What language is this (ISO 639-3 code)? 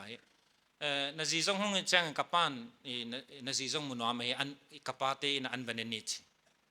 pck